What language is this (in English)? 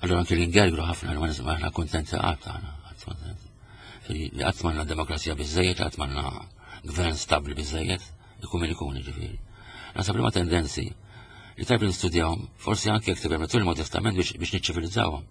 Maltese